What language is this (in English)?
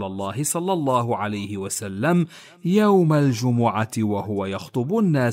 Arabic